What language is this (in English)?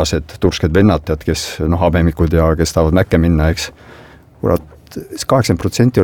Estonian